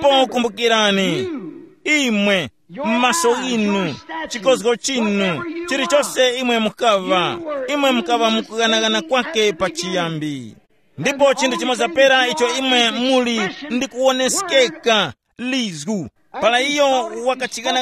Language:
Tumbuka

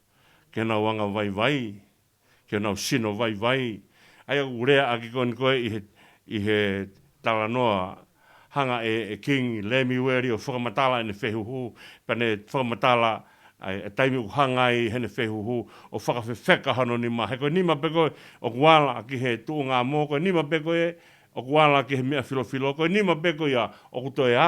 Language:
Tongan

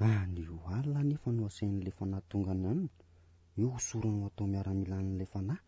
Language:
Malagasy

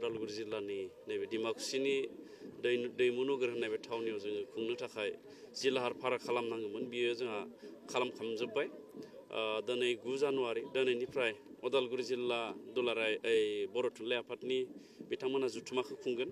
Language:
Bodo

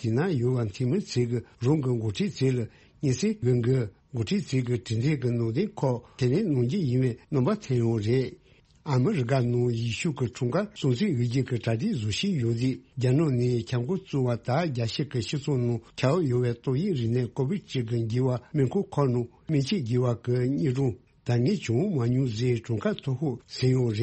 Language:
Tibetan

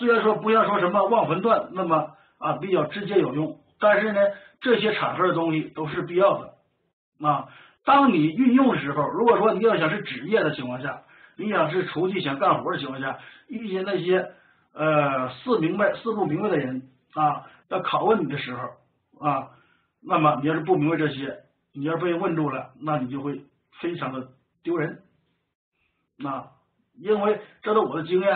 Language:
Chinese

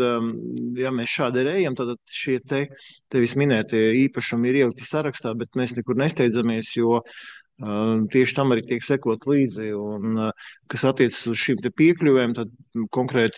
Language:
Latvian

